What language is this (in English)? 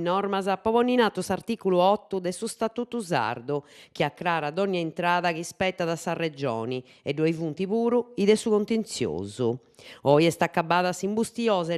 Sardinian